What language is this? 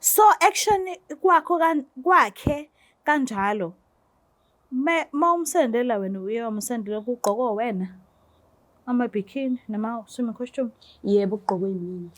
Zulu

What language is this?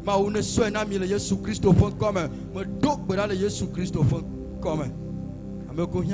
Ewe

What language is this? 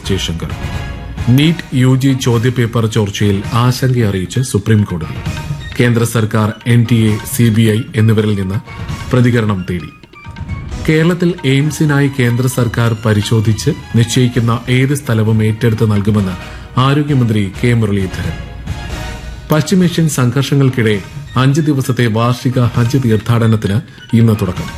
Malayalam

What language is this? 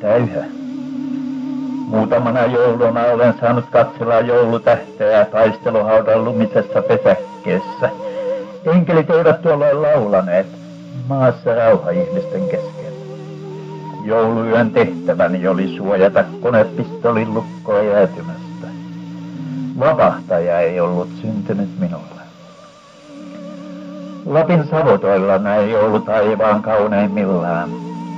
Finnish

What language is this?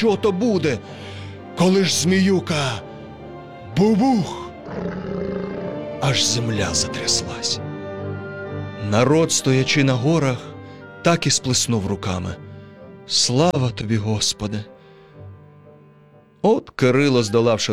Ukrainian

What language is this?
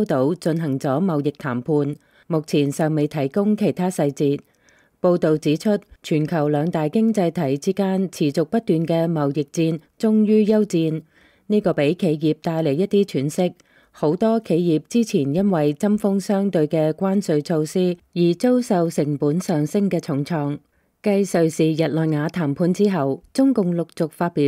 Cantonese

